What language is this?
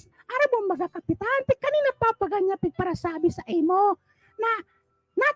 Bikol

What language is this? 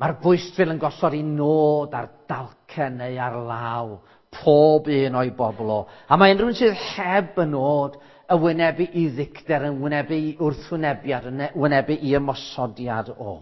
Welsh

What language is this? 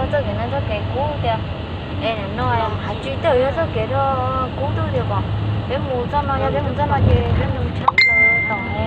Hmong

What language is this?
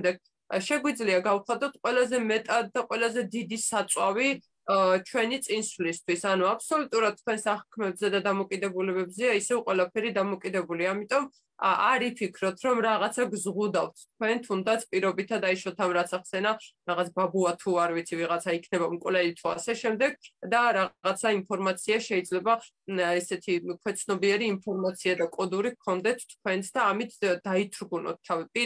Georgian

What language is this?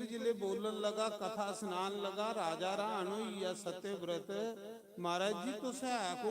Dogri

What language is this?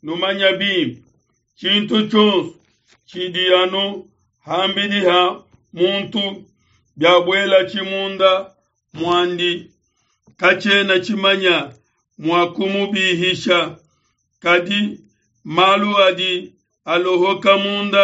Luba-Lulua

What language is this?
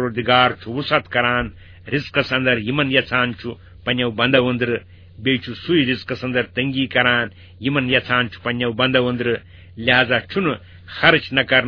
Kashmiri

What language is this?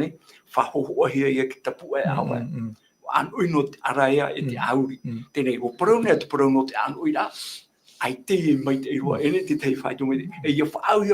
Tahitian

